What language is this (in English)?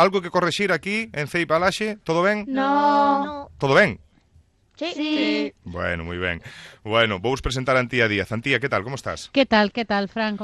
Galician